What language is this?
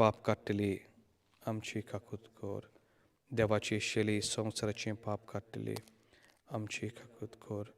Konkani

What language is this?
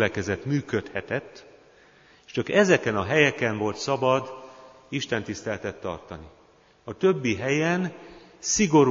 Hungarian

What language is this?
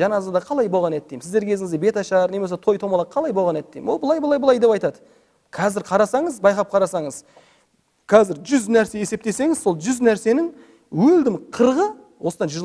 Kazakh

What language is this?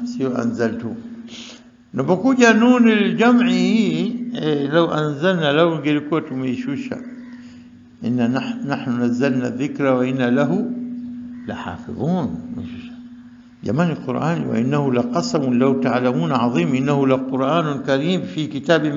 Swahili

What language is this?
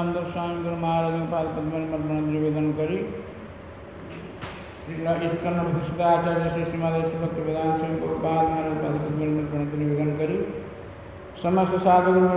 Odia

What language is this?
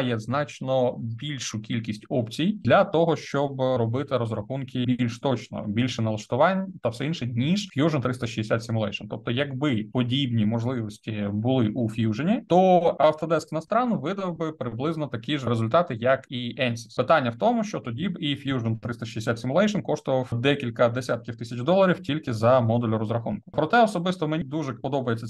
Ukrainian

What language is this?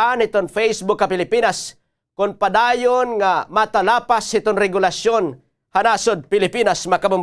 Waray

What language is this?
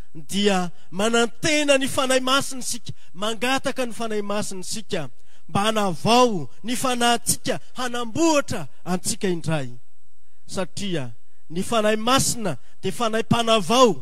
Malagasy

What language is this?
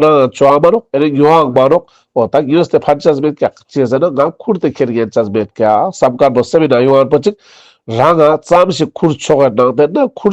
Ladakhi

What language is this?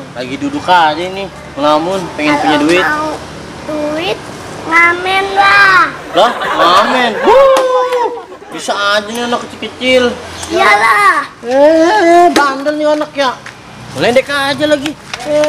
Betawi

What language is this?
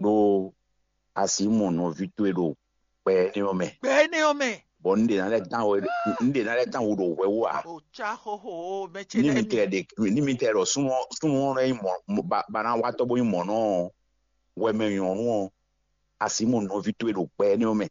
Fon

